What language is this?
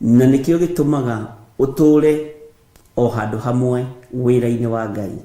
Kikuyu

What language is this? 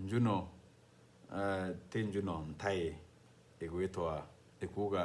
Meru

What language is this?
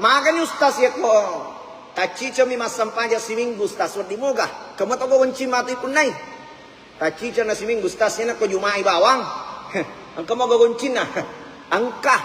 Buginese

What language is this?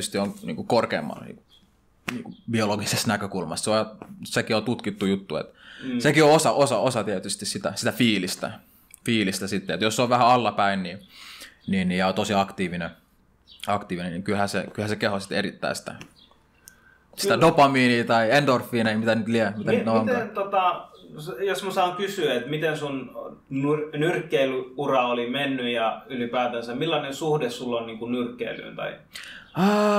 Finnish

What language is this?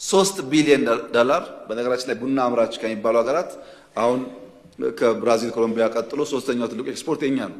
Amharic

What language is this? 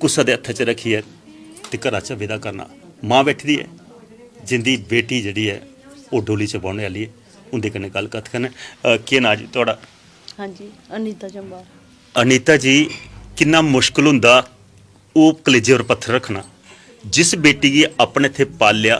Dogri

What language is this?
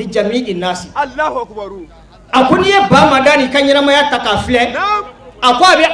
Bambara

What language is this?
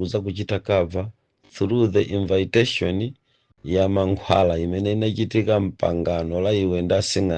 Nyanja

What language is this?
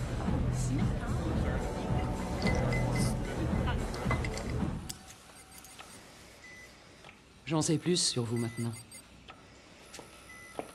French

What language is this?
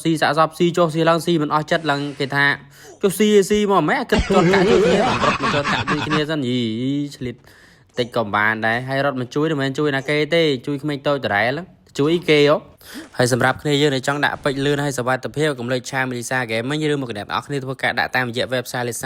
Khmer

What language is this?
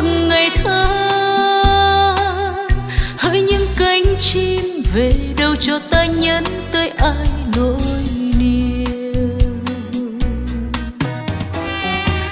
Vietnamese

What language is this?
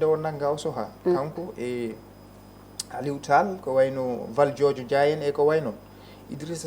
Fula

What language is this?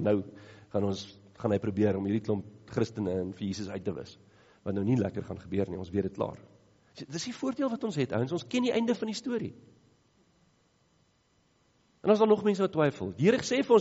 Afrikaans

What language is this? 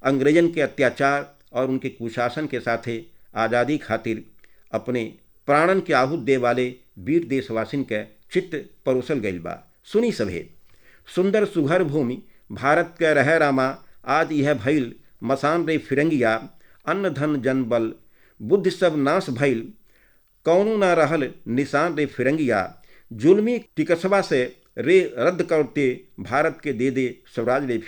Bhojpuri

